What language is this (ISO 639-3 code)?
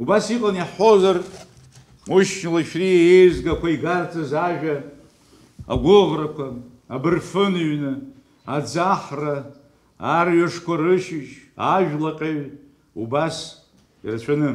abk